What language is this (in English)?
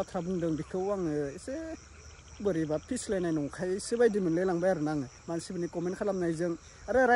Bodo